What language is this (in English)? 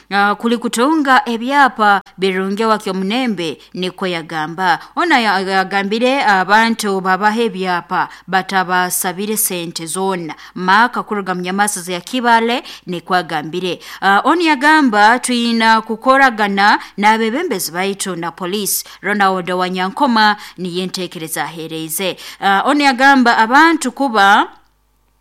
Nyoro